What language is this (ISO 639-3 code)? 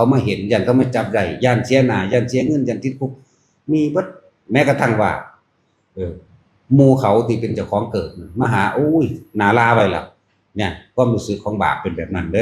lao